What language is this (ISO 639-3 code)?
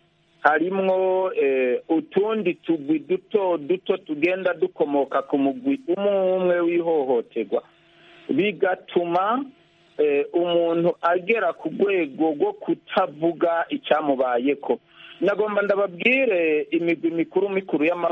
kin